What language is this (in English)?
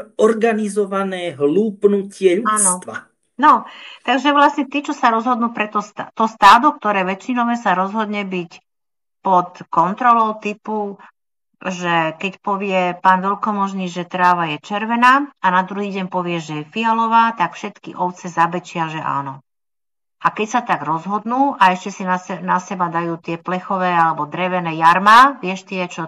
Slovak